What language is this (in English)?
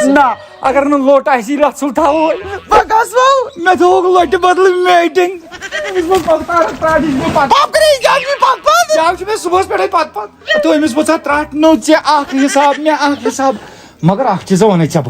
Kashmiri